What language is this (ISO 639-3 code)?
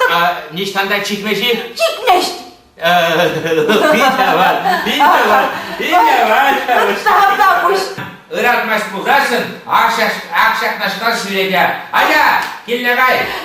chv